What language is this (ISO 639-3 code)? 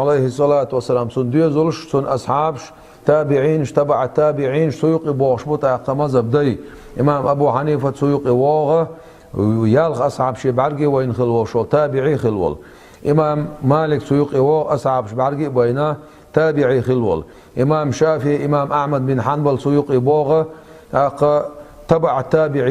che